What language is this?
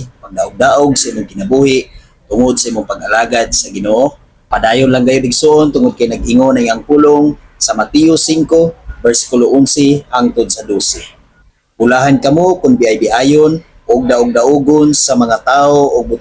Cebuano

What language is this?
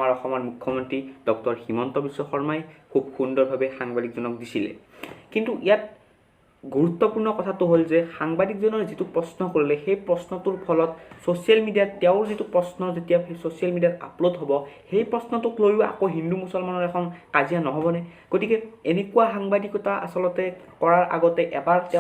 Assamese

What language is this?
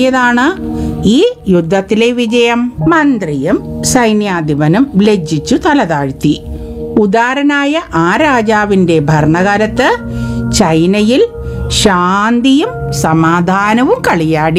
Malayalam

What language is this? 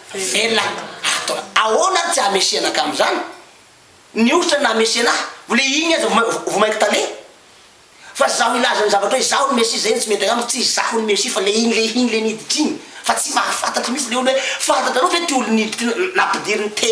Malagasy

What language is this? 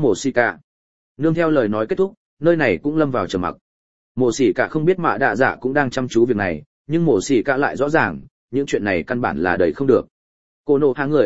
Vietnamese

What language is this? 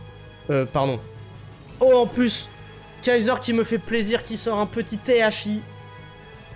French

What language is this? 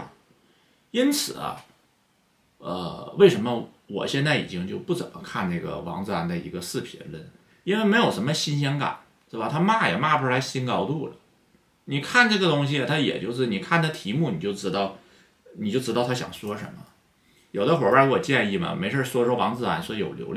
Chinese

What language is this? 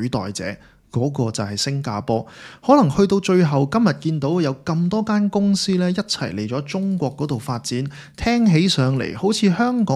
Cantonese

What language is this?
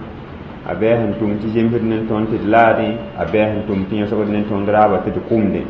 Mossi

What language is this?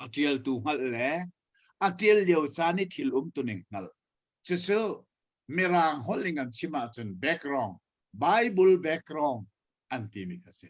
Hakha Chin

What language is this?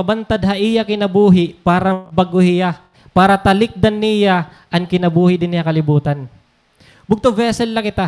Waray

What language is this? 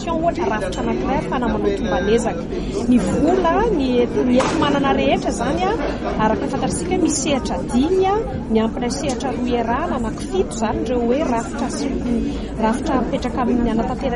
Malagasy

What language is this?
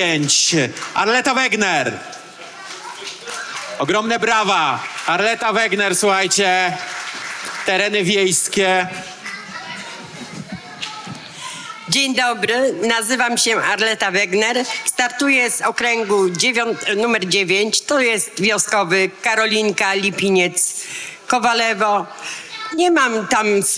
Polish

